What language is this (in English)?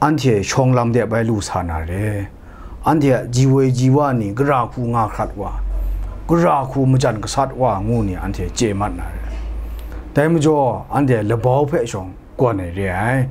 Kachin